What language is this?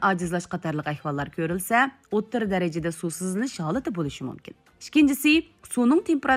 Uyghur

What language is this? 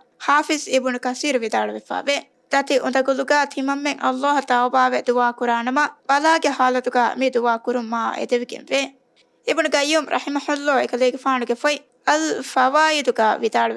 Divehi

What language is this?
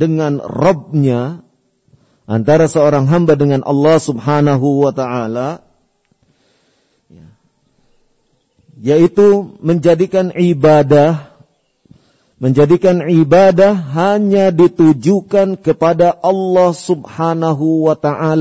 Indonesian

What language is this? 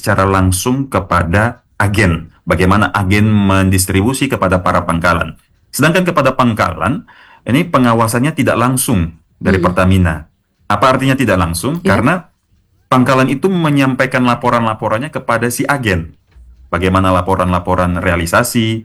Indonesian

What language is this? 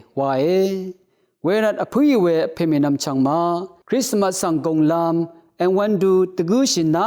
Rawang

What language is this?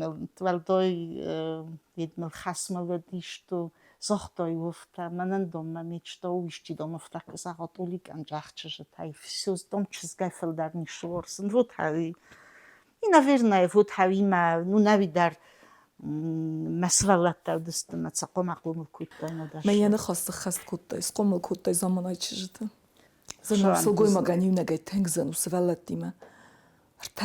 Ossetic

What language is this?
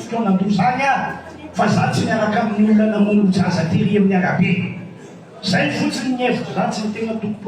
Malagasy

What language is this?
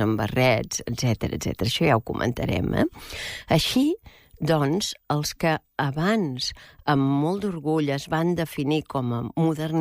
Catalan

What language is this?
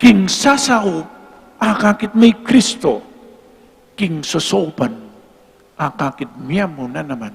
Pampanga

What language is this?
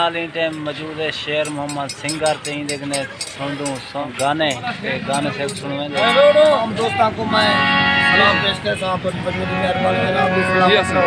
Saraiki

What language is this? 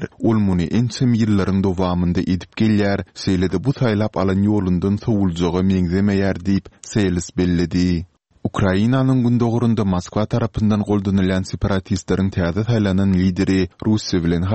Turkmen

